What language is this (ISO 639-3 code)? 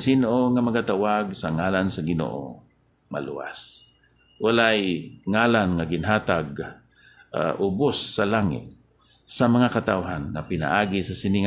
hil